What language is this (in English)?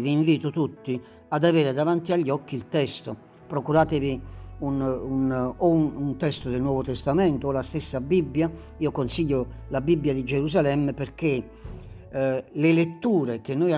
Italian